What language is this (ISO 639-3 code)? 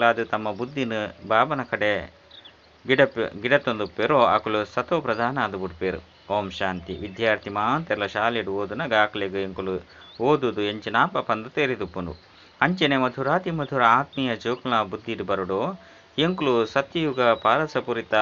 tcy